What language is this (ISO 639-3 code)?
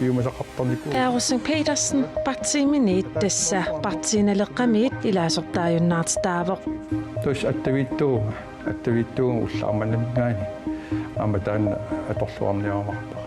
kal